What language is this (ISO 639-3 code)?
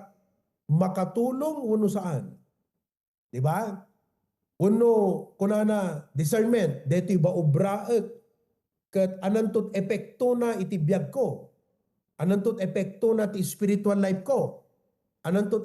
ilo